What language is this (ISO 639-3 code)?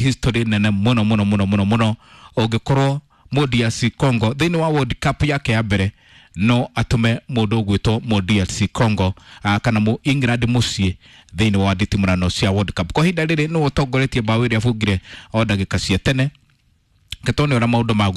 kik